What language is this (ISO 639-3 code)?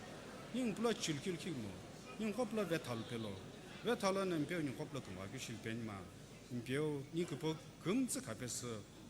nsm